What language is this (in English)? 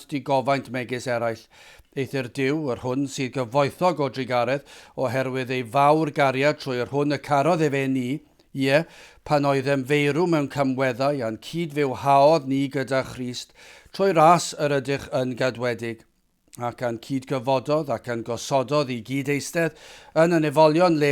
Welsh